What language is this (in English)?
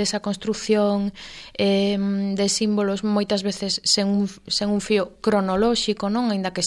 Galician